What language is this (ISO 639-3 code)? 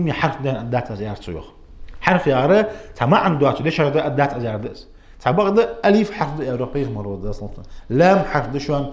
inh